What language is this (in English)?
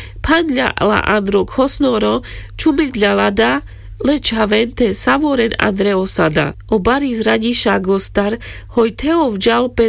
Carpathian Romani